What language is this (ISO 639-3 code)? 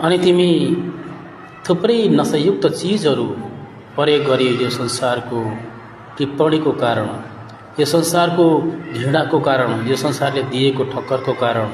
nep